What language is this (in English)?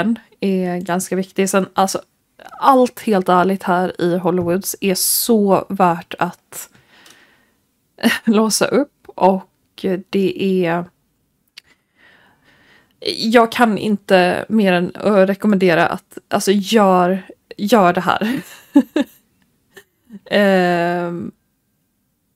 Swedish